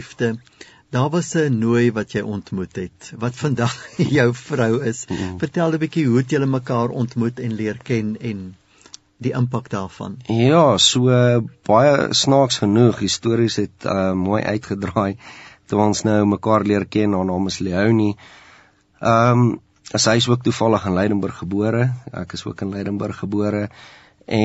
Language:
Afrikaans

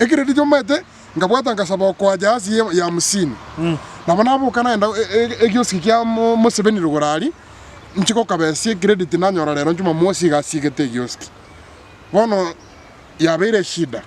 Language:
Gusii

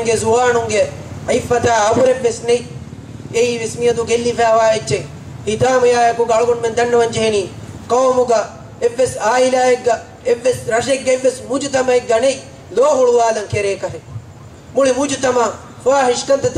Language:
Divehi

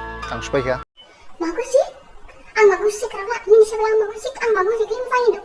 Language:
Dimasa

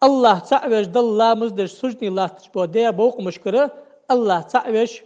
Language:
Ingush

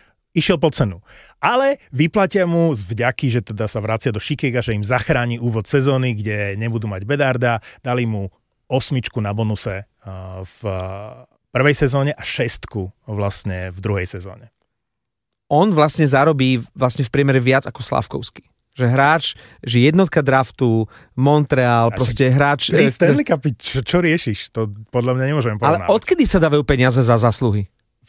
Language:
Slovak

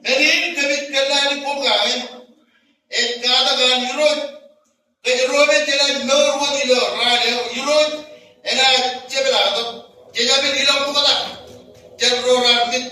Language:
Marshallese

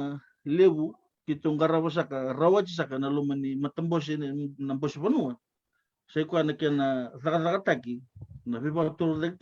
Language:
Fijian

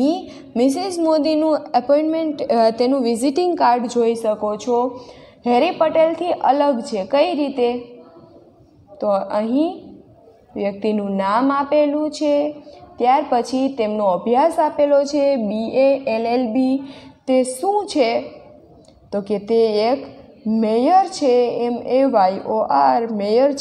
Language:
Gujarati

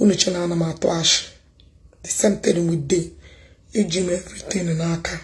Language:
Igbo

